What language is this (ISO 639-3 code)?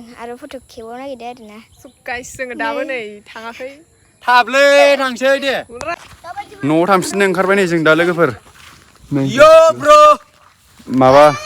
brx